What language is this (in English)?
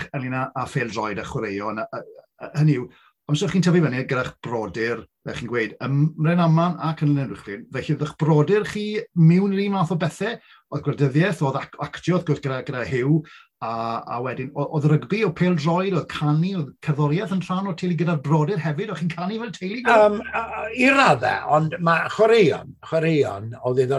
Welsh